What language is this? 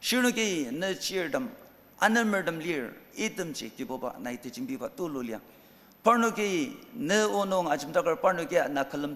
Ao Naga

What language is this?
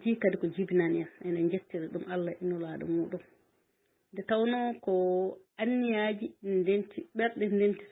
Fula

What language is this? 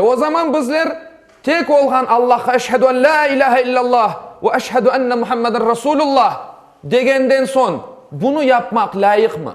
Crimean Tatar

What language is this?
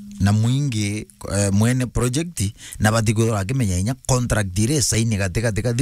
Meru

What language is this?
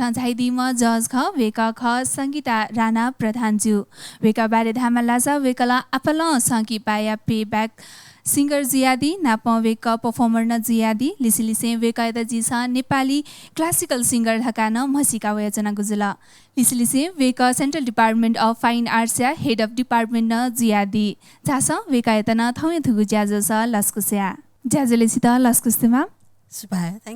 Newari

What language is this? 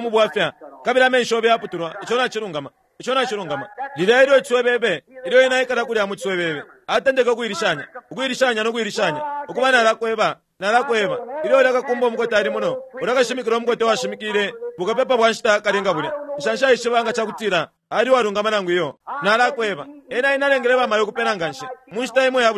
Bemba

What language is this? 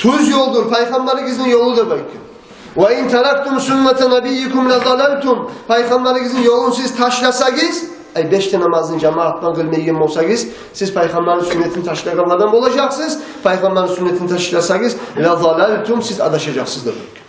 Kumyk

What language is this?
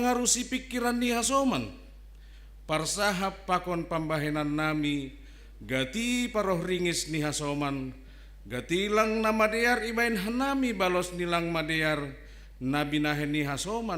Batak Simalungun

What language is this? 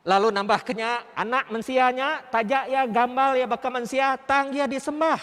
Iban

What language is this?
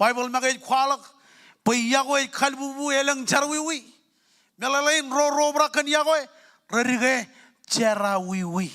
Marshallese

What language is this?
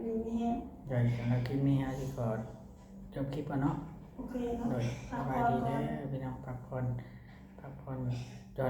Northeastern Thai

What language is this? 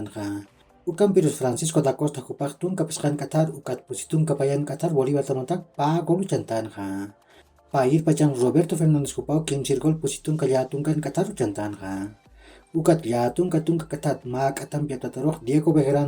Aymara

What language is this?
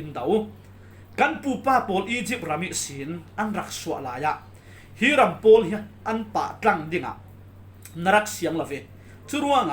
Falam Chin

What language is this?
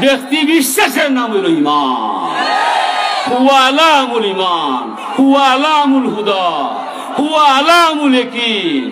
Sylheti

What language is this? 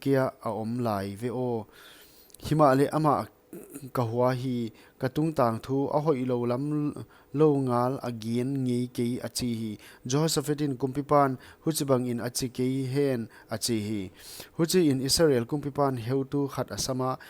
Paite Chin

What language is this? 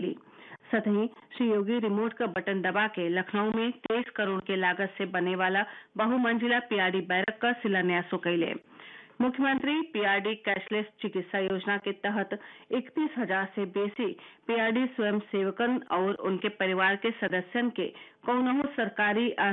Bhojpuri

